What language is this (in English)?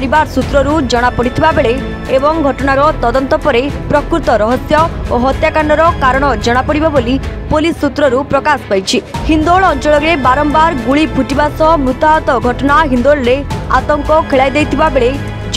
Odia